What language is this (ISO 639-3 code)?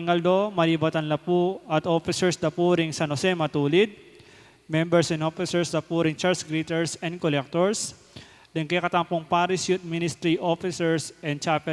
pam